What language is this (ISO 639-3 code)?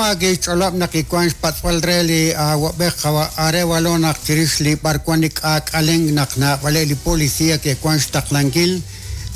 kek